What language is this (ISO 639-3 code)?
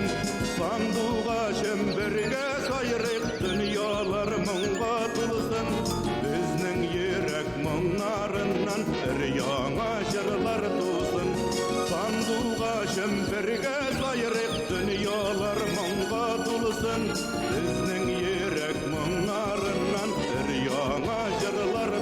bak